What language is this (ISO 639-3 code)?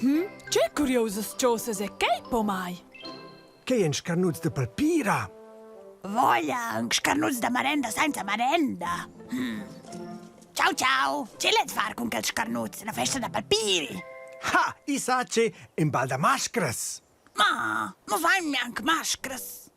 roh